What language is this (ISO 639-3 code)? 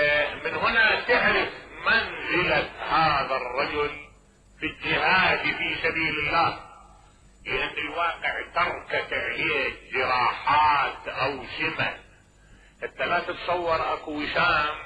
acm